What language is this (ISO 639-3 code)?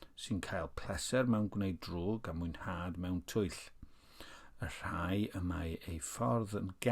cym